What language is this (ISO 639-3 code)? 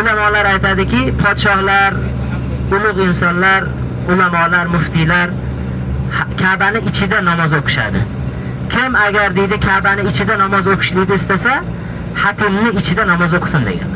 uzb